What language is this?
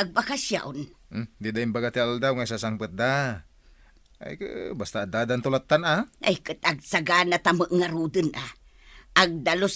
Iloko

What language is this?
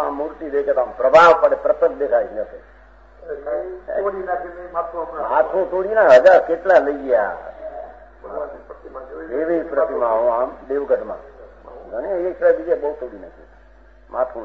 Gujarati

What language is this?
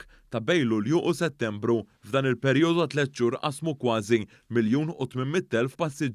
Maltese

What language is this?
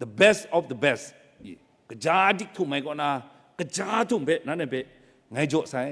Kachin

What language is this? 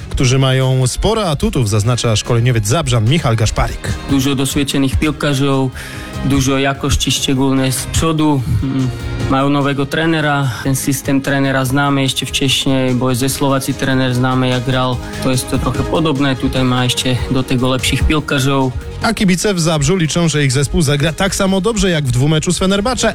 Polish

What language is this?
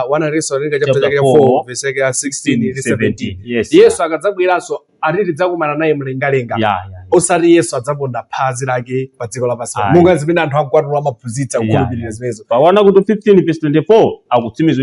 Nyanja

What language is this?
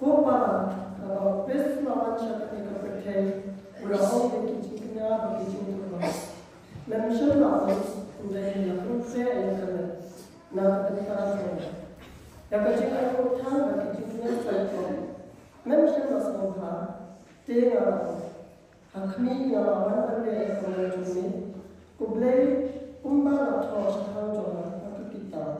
Khasi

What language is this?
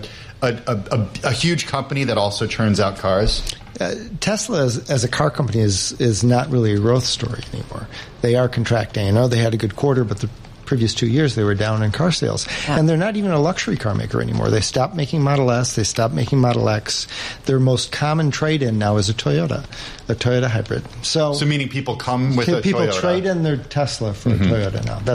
English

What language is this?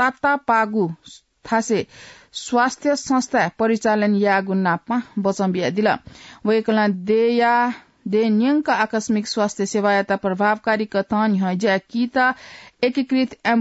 Newari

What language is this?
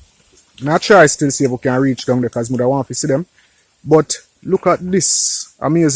Jamaican Creole English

